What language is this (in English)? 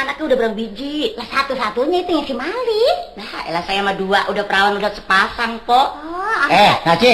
Betawi